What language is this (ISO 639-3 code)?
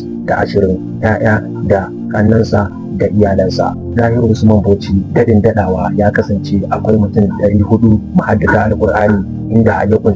hau